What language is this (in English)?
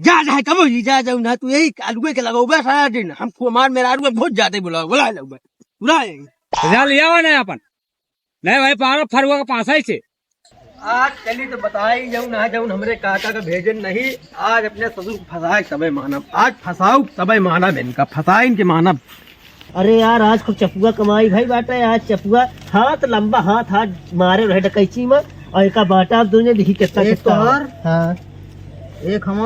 Awadhi